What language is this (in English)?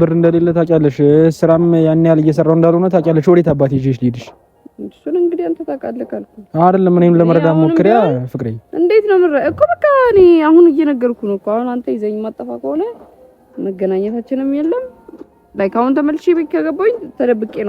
Amharic